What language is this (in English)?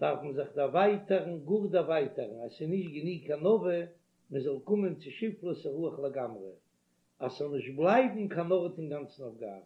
Yiddish